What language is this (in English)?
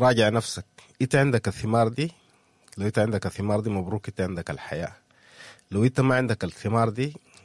Sudanese Arabic